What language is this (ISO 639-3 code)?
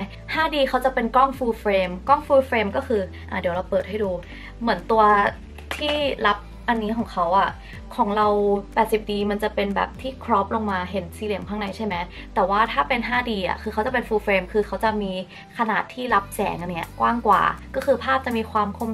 tha